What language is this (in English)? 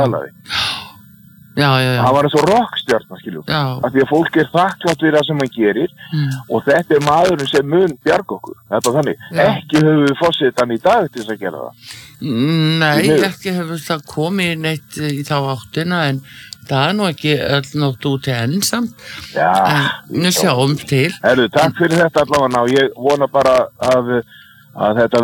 Icelandic